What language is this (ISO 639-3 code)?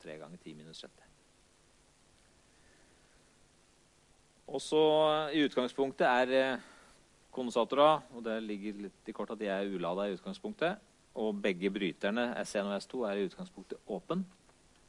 nor